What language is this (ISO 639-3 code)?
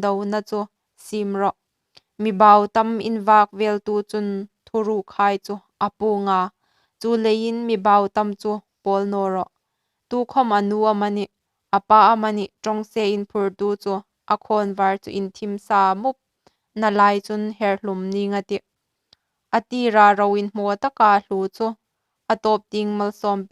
hmr